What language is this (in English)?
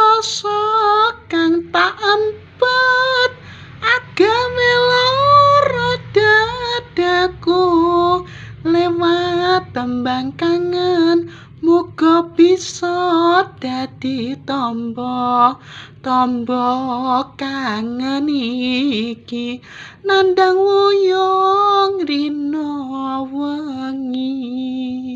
Javanese